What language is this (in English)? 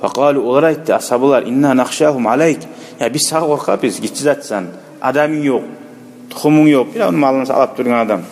Kumyk